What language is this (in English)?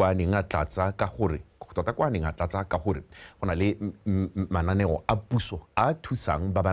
Tswana